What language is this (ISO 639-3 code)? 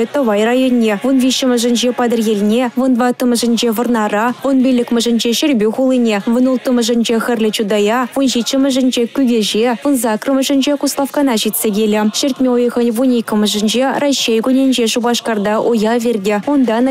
chv